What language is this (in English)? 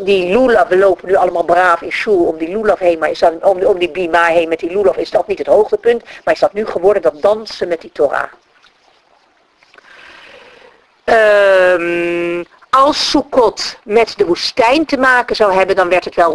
Dutch